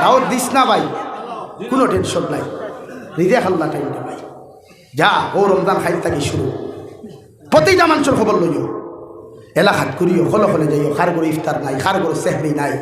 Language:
Sylheti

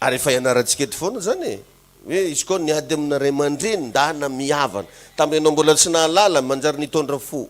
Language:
Malagasy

